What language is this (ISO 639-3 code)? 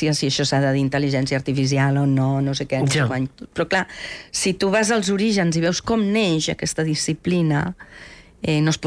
cat